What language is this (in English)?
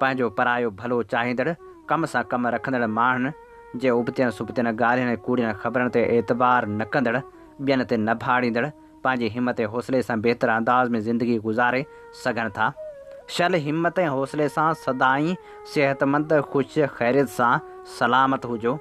Sindhi